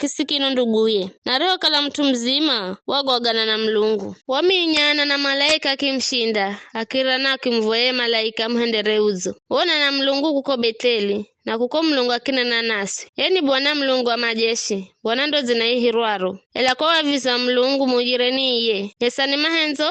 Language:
Giryama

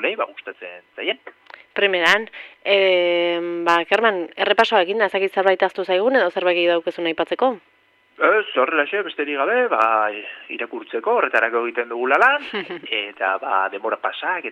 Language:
Basque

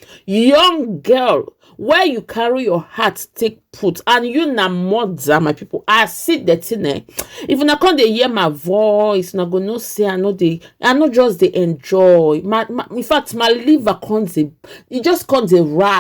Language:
Nigerian Pidgin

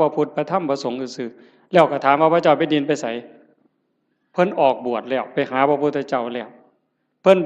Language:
Northeastern Thai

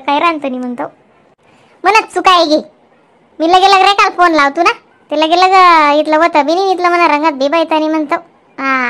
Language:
Khandesi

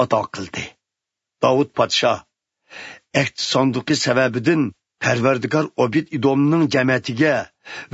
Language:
Uyghur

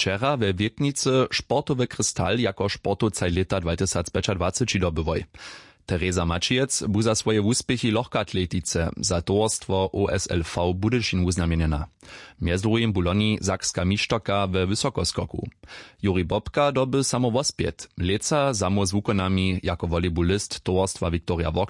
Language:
Upper Sorbian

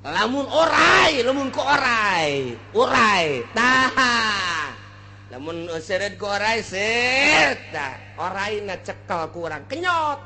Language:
Sundanese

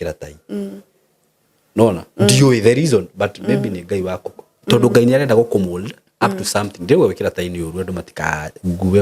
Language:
Kikuyu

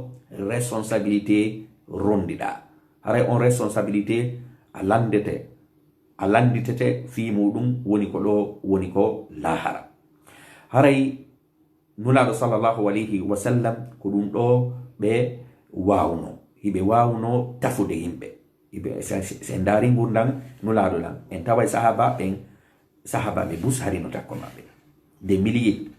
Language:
Fula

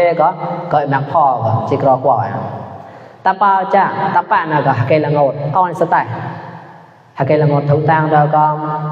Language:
Mon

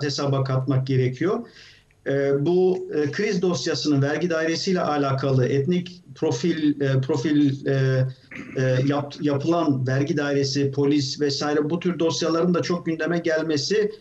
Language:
Turkish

